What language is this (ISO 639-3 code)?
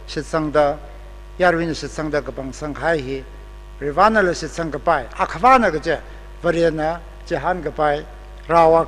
nmf